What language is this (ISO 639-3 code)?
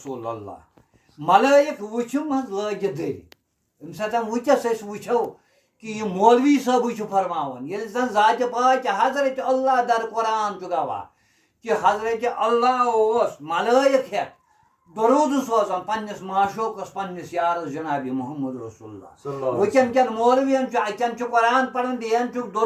kas